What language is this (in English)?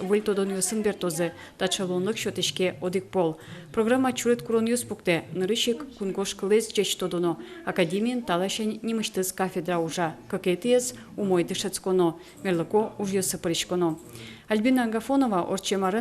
Udmurt